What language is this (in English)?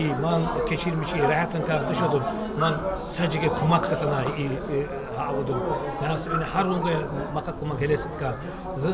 Tsakhur